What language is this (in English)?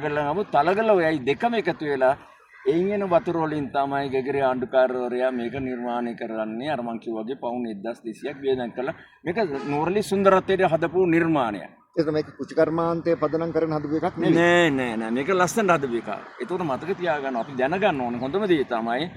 Sinhala